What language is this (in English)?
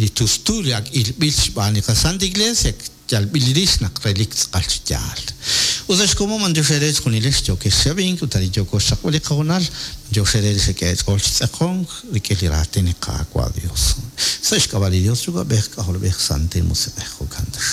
Kekchí